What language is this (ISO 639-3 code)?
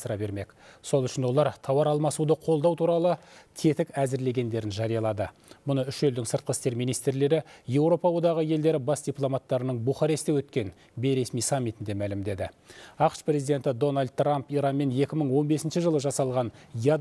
kaz